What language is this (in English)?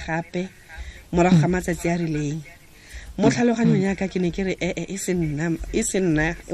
Tswana